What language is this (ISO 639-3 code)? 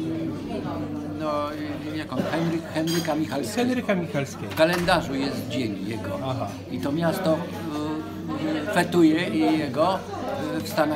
pol